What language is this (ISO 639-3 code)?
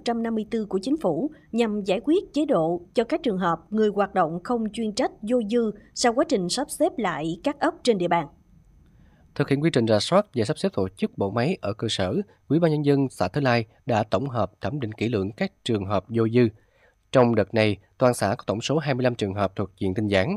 vie